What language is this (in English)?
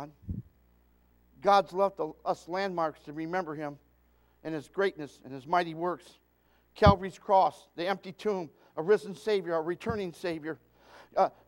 English